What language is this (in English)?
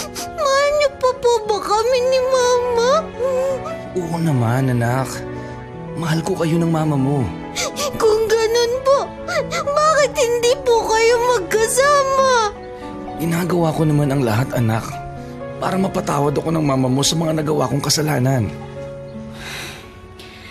Filipino